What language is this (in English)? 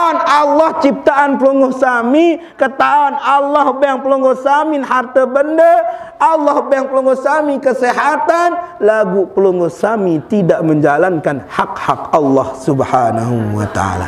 Sasak